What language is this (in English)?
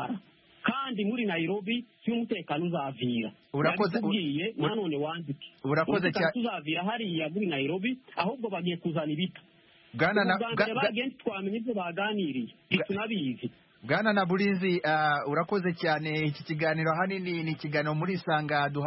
Kinyarwanda